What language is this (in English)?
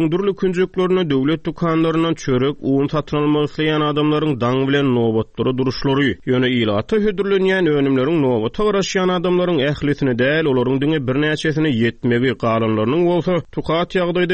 Turkmen